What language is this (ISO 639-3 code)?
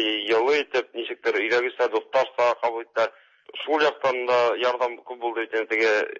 tat